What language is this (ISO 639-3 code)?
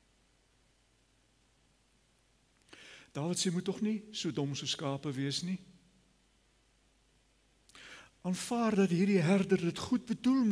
afr